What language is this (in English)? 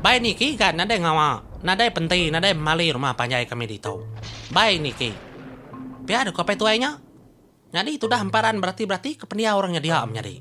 Iban